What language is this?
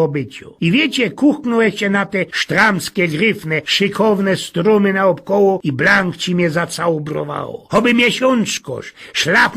Silesian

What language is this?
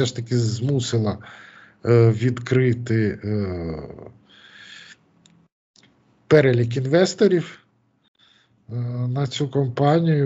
Ukrainian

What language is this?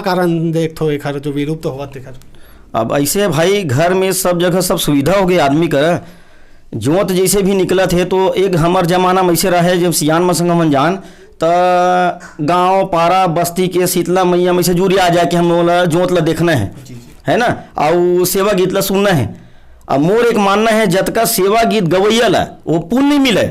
Chhattisgarhi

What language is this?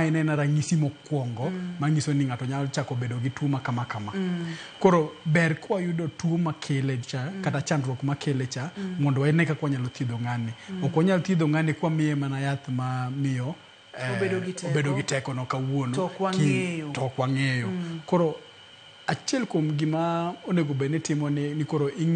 Luo (Kenya and Tanzania)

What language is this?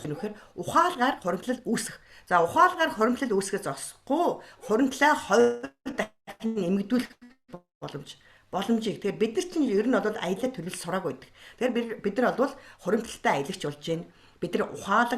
Mongolian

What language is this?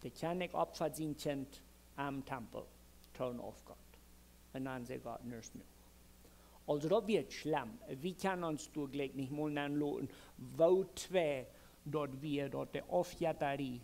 Plautdietsch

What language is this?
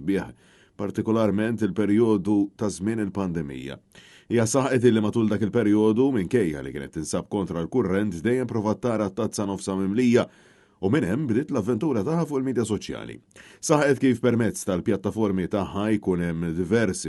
Maltese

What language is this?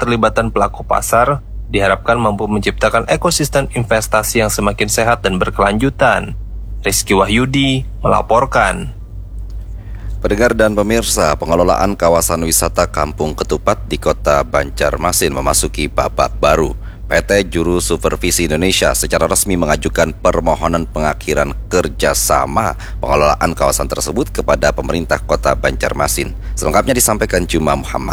Indonesian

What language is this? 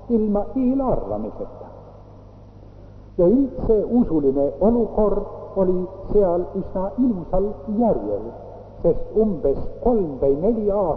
Estonian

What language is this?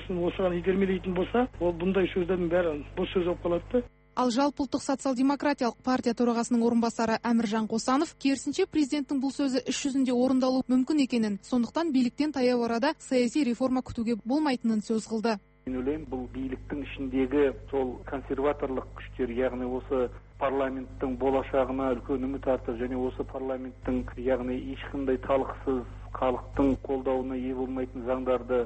Kazakh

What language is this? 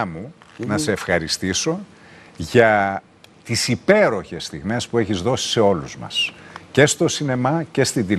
Greek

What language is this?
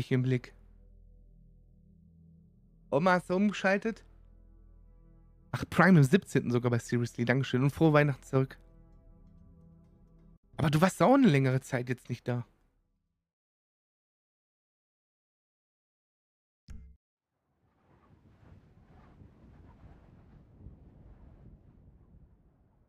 German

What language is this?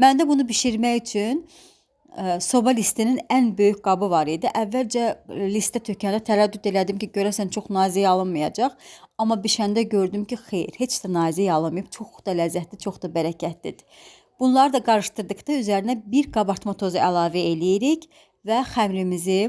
Azerbaijani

